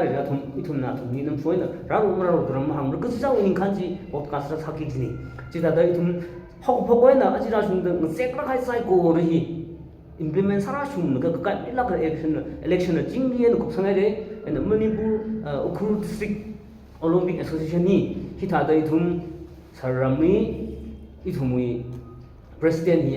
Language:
Tangkhul Naga (India)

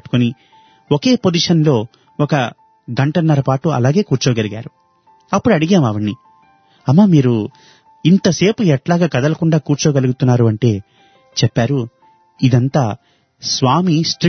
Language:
Telugu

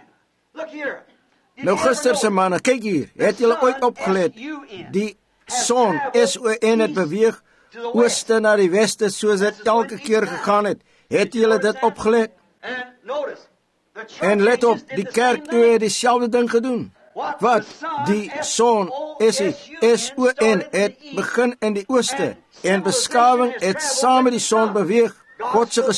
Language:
Afrikaans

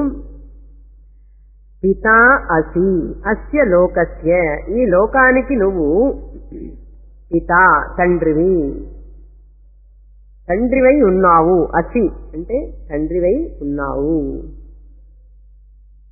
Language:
Telugu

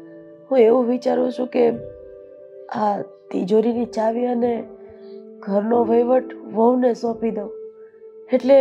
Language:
Gujarati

